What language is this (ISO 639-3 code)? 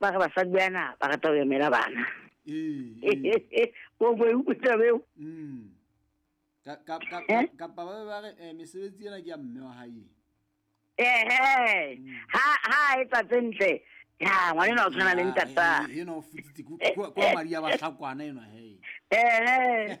sot